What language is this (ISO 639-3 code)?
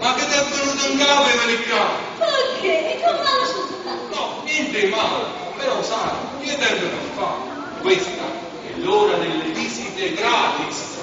nap